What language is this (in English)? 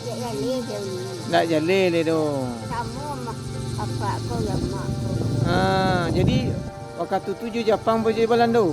Minangkabau